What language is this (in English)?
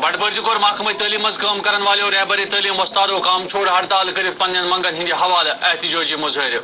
Kashmiri